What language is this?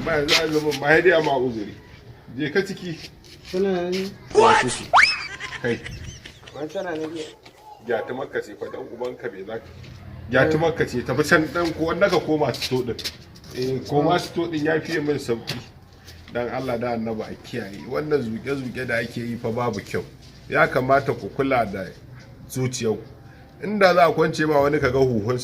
Hausa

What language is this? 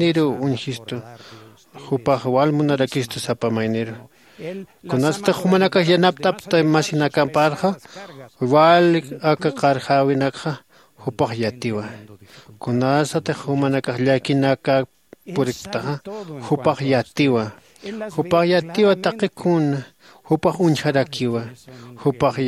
Aymara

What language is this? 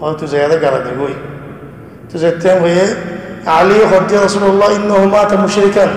Rohingya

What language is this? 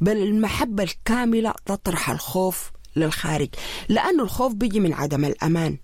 Sudanese Arabic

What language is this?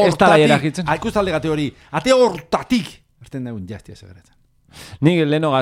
Basque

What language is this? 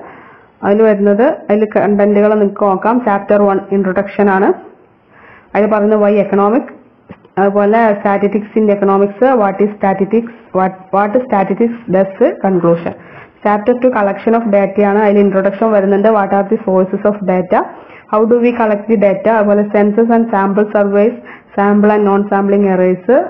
Malayalam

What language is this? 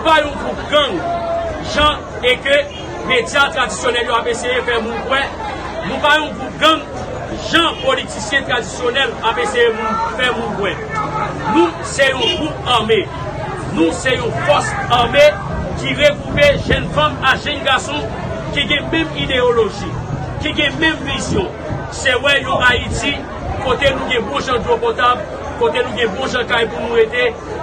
Haitian Creole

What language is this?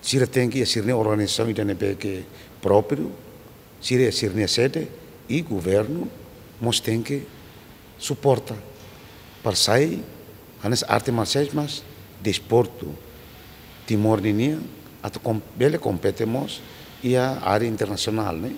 Tetum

